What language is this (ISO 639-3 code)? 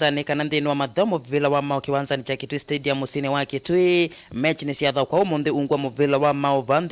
kam